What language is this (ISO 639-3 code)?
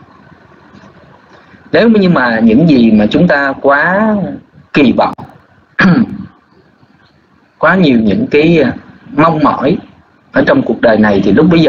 vie